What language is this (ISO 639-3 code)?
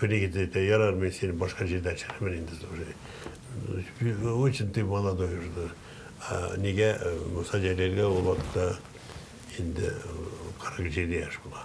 tat